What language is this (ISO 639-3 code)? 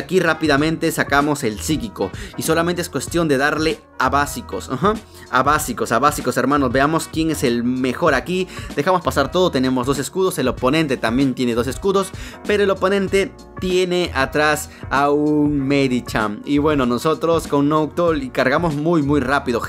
spa